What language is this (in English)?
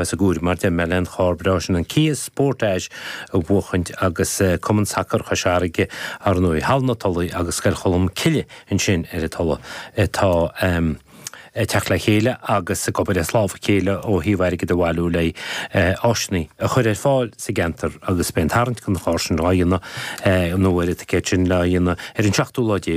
Irish